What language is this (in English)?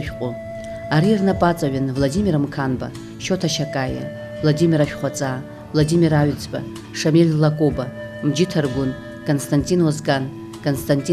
Abkhazian